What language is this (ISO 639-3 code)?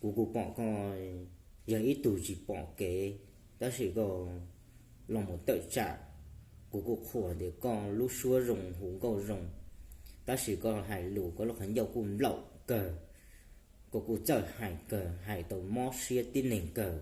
hmn